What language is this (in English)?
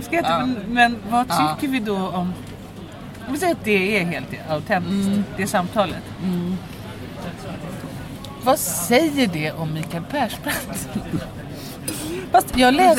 Swedish